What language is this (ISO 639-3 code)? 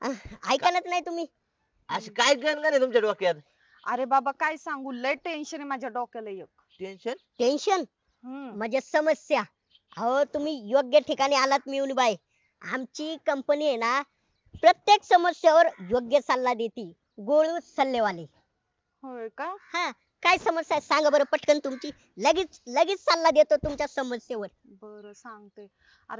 mar